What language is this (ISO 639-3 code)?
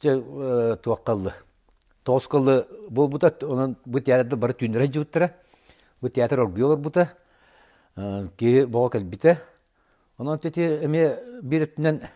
sah